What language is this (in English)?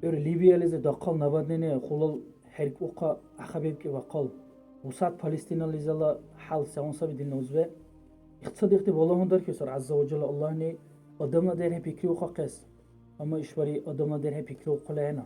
Dargwa